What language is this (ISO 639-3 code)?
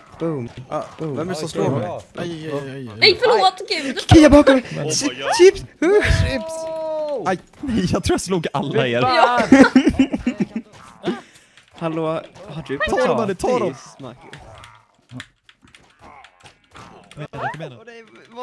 swe